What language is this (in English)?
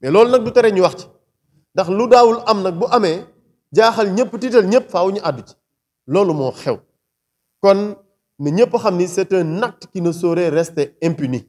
Wolof